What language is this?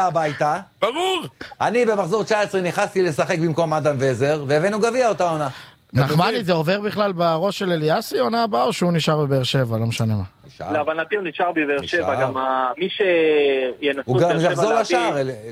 Hebrew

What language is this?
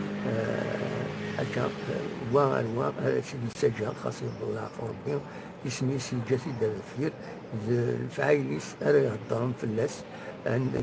Kabyle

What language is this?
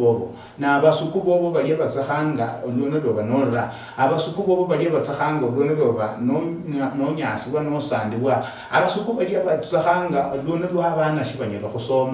Luyia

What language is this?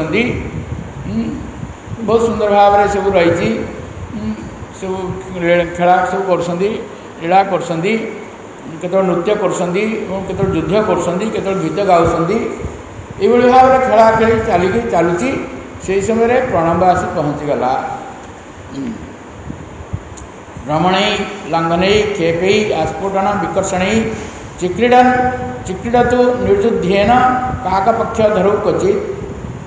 Odia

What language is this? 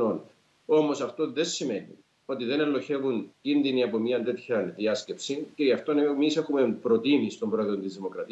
Greek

